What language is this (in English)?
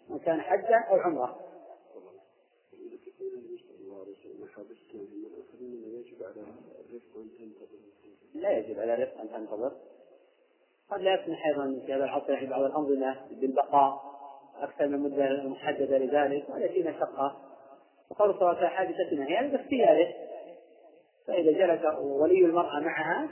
Arabic